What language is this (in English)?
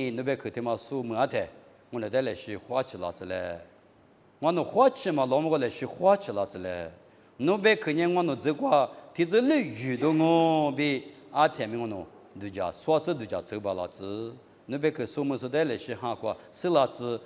Lisu